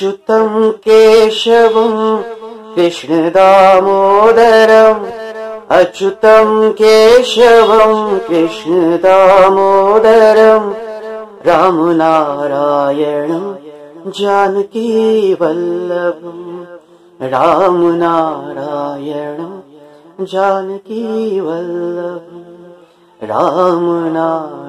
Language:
Sanskrit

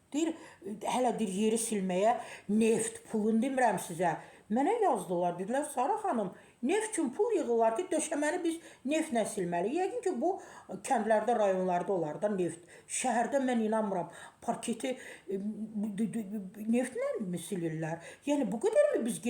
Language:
Azerbaijani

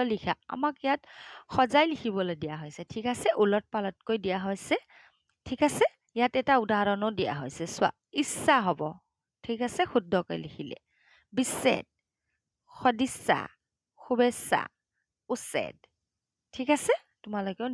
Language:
Assamese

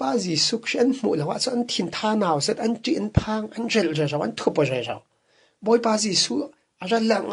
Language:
Falam Chin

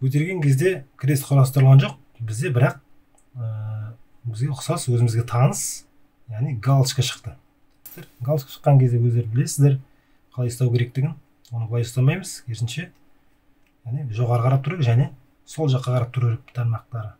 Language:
Kazakh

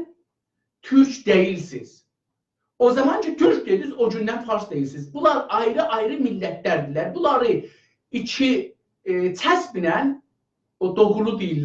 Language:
South Azerbaijani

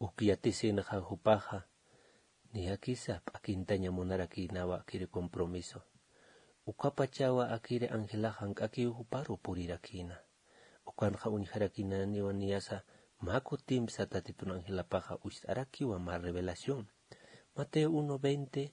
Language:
Aymara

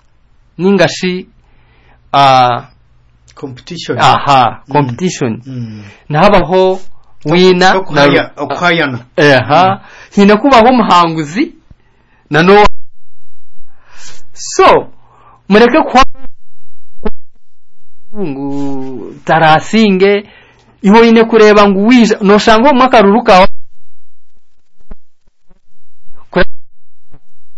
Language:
Kinyarwanda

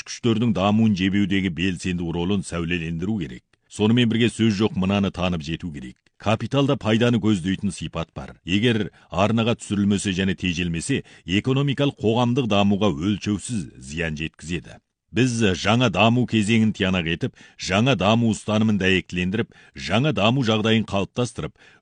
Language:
Kazakh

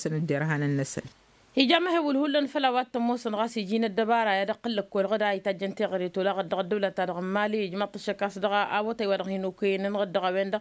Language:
Tamasheq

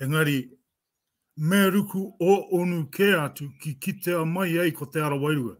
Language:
Māori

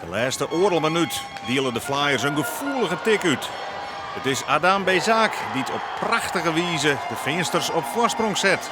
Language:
Western Frisian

